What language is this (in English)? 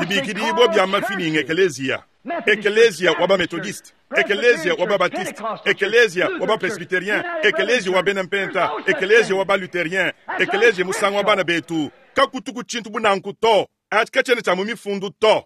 Luba-Lulua